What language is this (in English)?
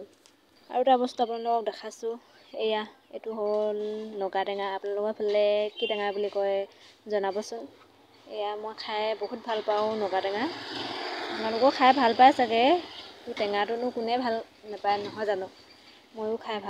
Assamese